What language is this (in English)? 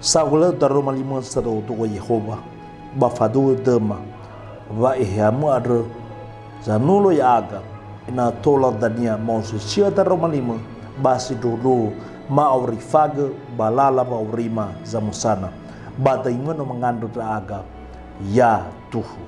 Nias